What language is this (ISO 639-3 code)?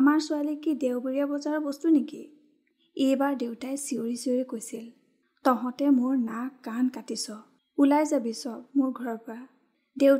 asm